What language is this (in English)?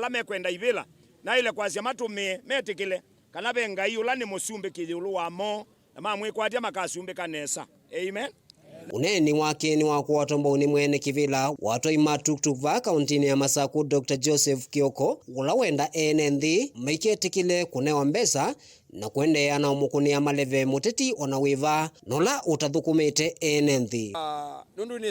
Kamba